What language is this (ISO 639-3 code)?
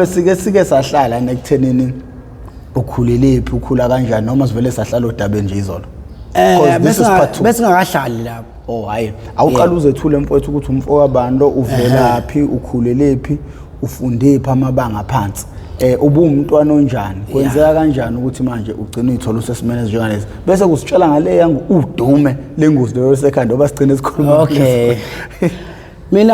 zul